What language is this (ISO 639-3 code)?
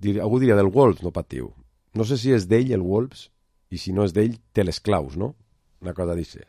cat